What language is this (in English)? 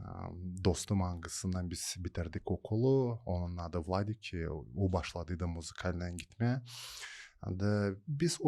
Gagauz